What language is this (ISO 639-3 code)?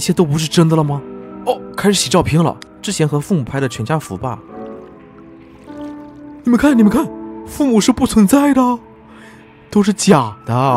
zho